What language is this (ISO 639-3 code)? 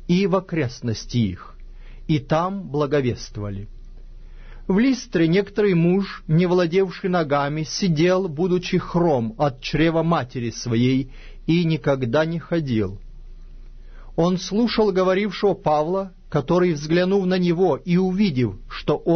rus